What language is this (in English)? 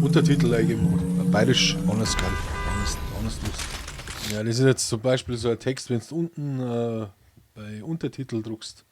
Bavarian